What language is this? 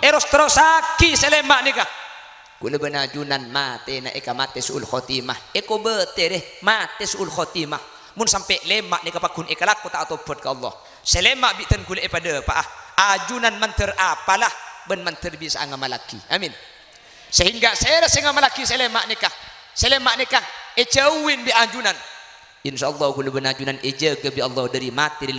Madurese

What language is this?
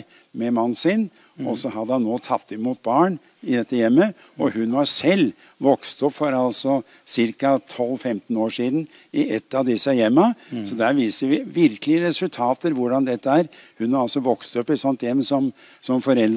Norwegian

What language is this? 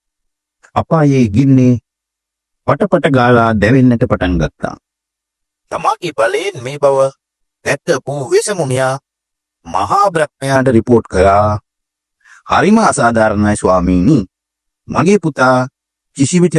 Sinhala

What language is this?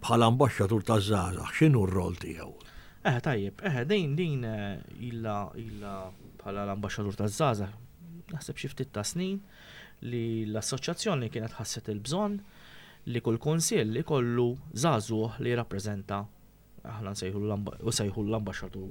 Maltese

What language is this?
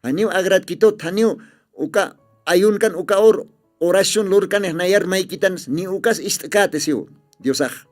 Aymara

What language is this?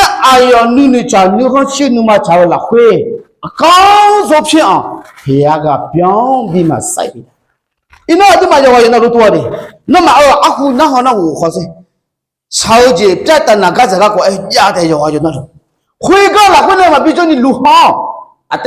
Akha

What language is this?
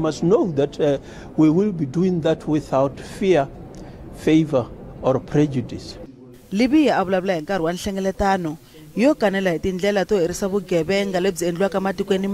Tsonga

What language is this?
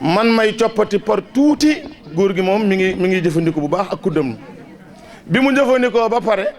Wolof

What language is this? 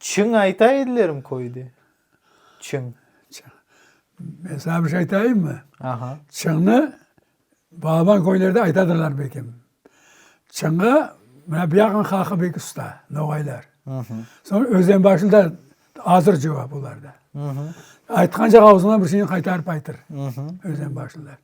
Crimean Tatar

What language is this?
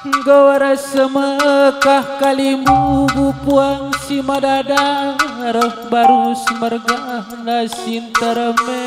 Batak Karo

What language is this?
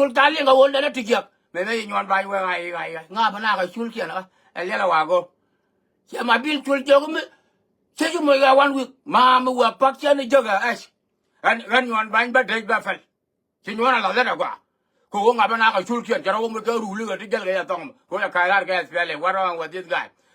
Nuer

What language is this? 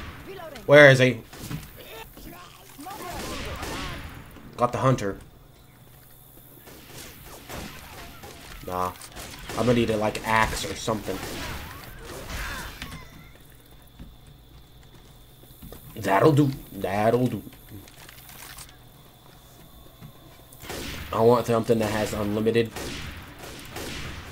English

